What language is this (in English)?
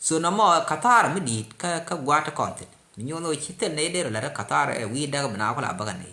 Nuer